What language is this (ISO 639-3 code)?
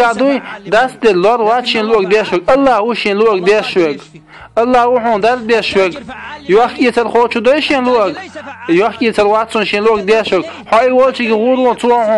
che